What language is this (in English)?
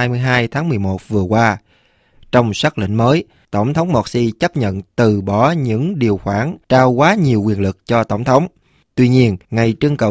Vietnamese